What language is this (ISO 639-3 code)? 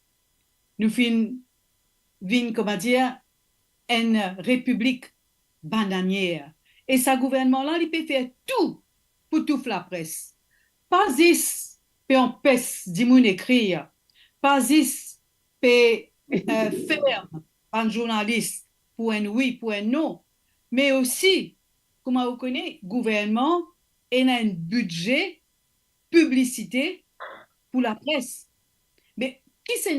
mfe